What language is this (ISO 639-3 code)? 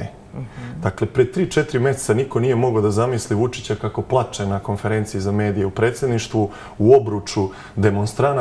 srp